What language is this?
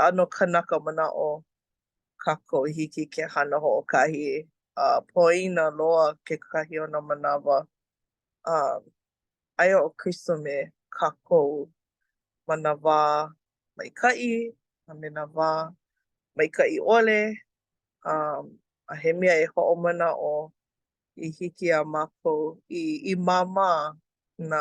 Hawaiian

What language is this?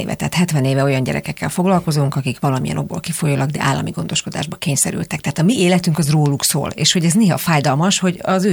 Hungarian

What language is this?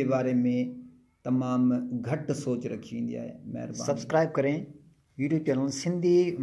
Sindhi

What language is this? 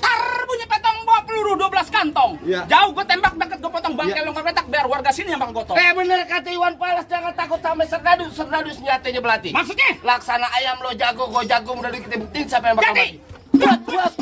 Betawi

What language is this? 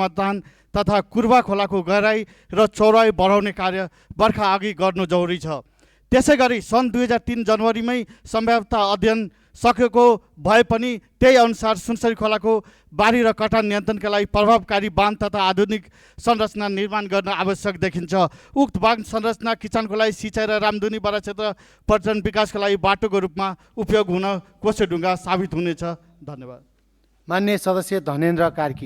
Nepali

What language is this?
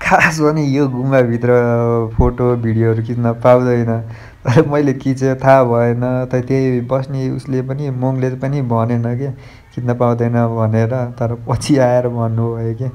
Nepali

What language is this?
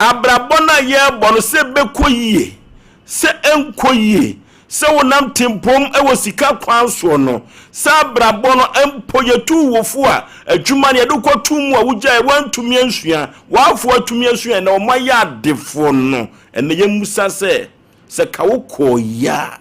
Akan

